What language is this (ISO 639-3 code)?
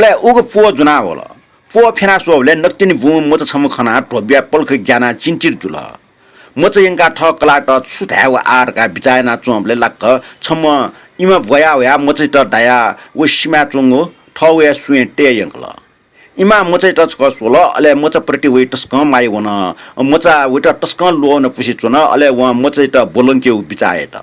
new